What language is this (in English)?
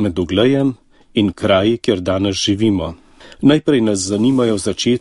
Slovenian